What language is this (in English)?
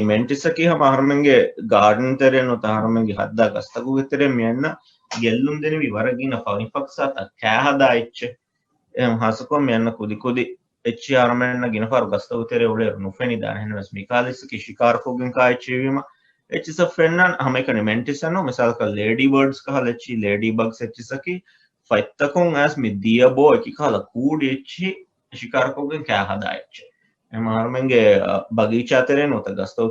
Divehi